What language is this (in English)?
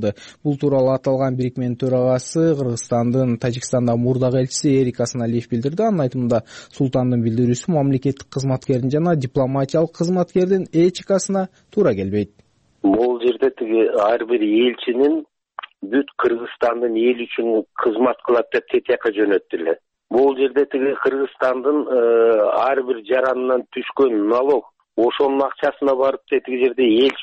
Kyrgyz